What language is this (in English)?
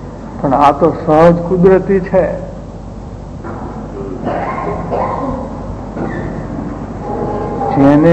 Gujarati